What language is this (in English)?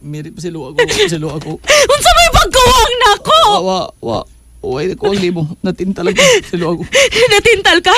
Cebuano